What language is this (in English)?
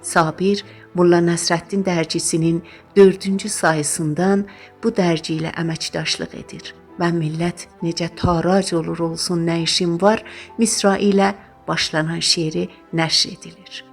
South Azerbaijani